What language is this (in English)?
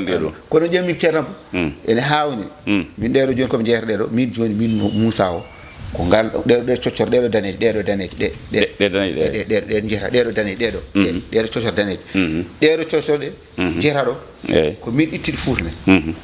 Fula